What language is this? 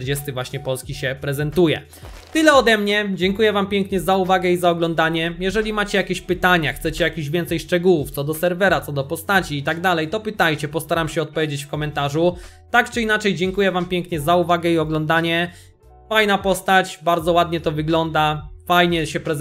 Polish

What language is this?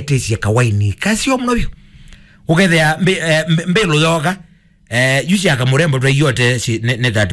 Kamba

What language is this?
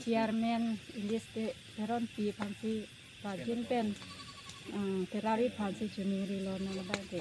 Karbi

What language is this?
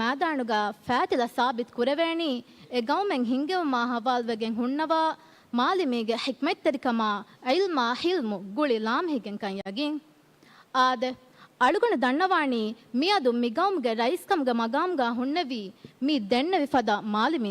Divehi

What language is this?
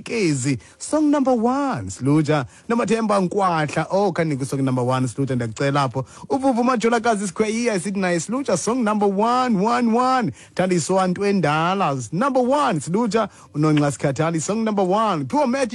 Xhosa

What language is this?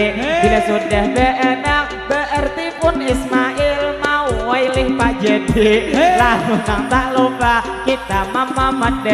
Banjar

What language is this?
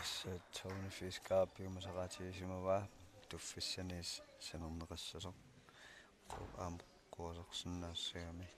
Kalaallisut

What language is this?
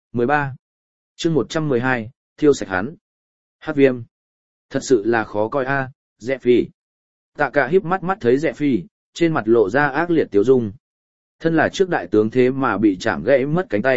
Vietnamese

